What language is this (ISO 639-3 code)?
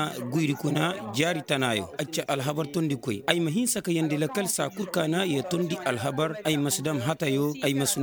ses